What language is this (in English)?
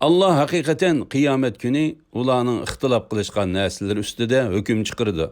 Uyghur